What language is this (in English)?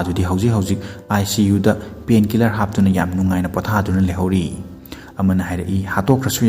Manipuri